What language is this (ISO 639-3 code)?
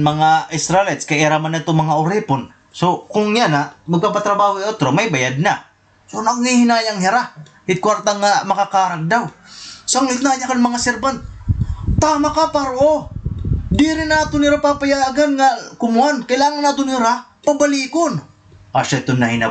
war